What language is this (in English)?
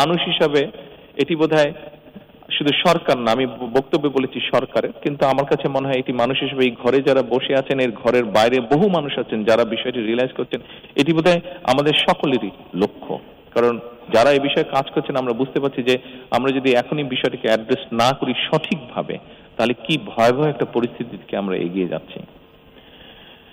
Bangla